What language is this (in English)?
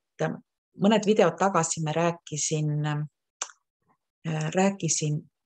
Estonian